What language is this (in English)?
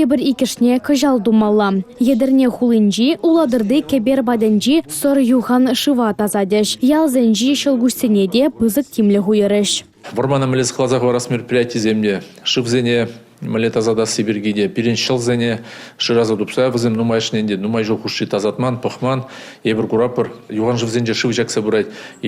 Chuvash